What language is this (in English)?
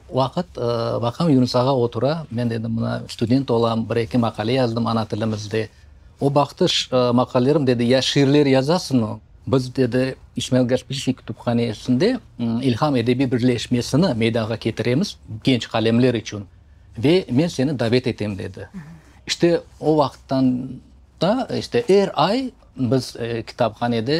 Crimean Tatar